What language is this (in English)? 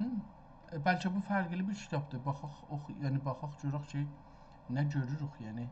South Azerbaijani